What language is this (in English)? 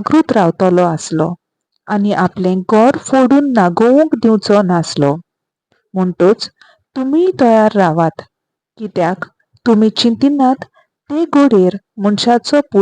Konkani